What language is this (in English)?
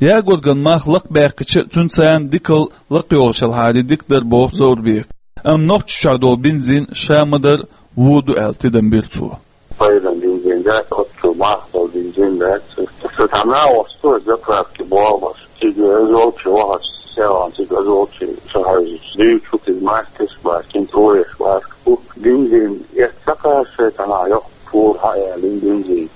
Chechen